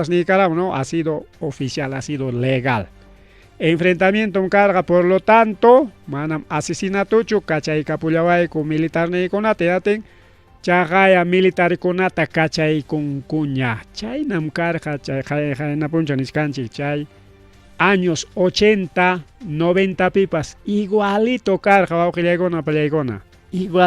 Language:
Ayacucho Quechua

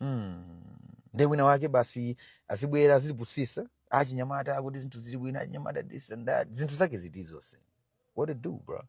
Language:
Nyanja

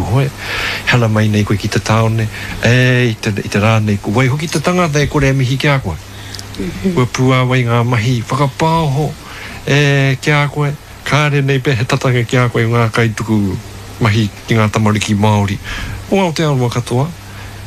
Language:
Māori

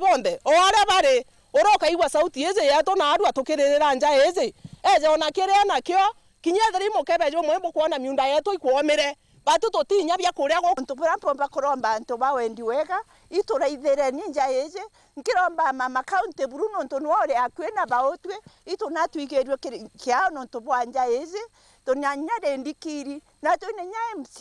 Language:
Meru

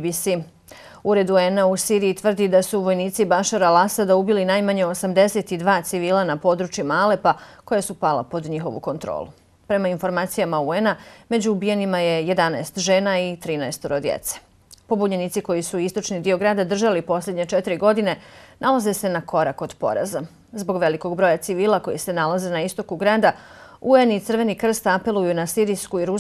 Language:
Bosnian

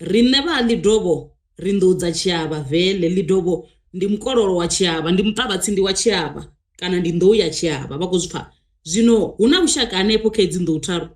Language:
Venda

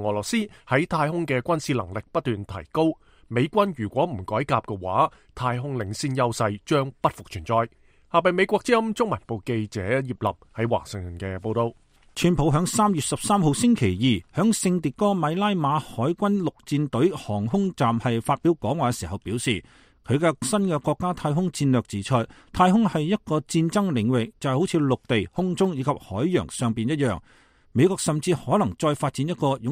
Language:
Cantonese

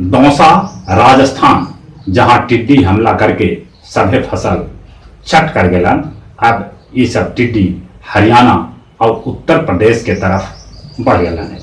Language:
Magahi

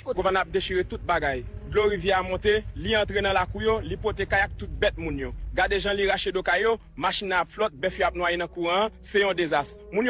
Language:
Haitian Creole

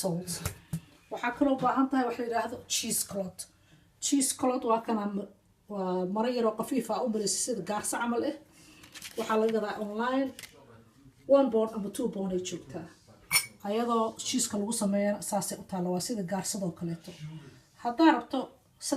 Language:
Somali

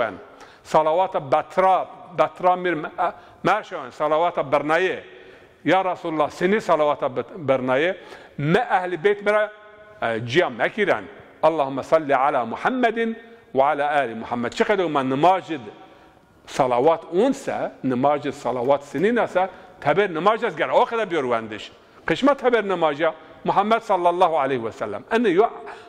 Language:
Zaza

